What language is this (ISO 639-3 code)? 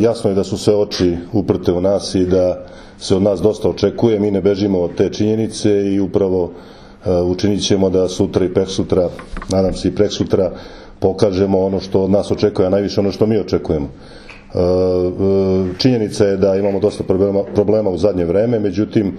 srp